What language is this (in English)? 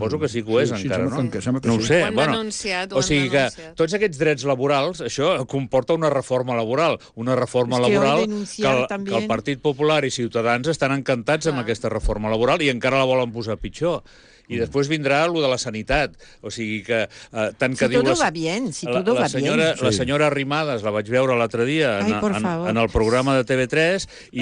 Catalan